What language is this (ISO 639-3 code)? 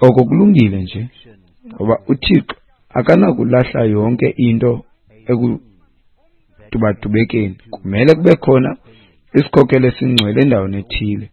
xho